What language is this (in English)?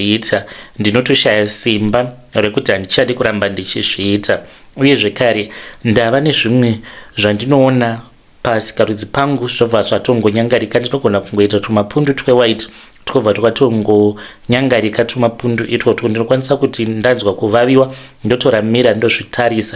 Shona